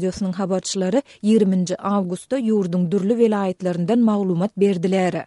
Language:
Turkmen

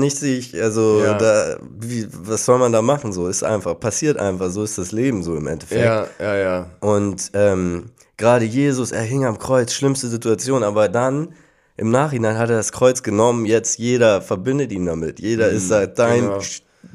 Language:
German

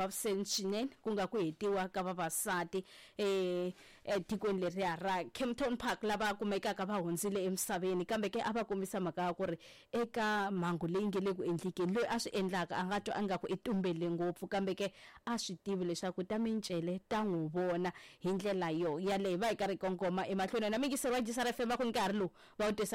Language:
Tsonga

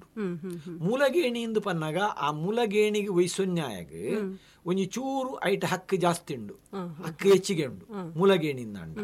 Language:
Tulu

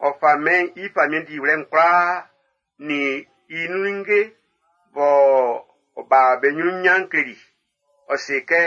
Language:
Baoulé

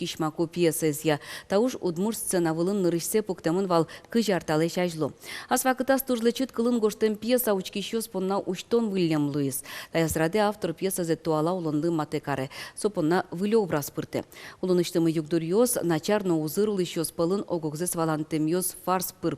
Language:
Udmurt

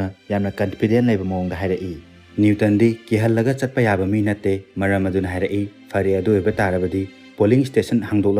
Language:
Manipuri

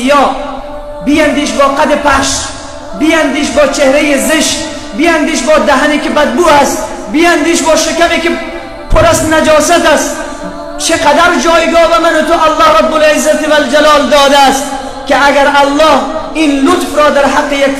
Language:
Persian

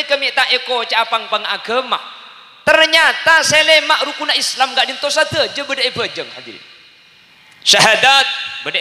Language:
Madurese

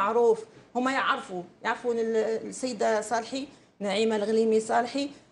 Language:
Algerian Arabic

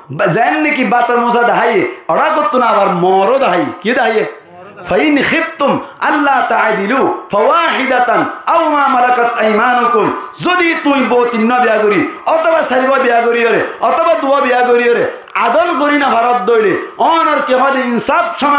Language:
Rohingya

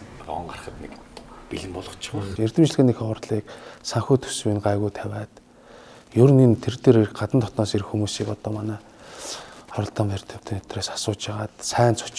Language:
Mongolian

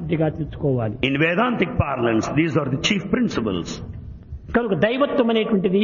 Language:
Telugu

